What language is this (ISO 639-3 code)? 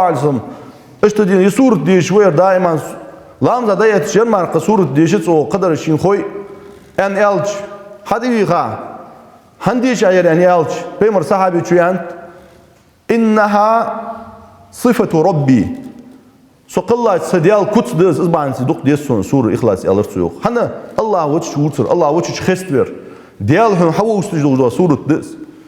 inh